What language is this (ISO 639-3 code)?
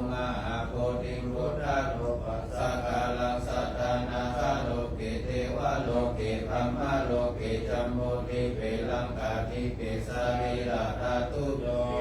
pli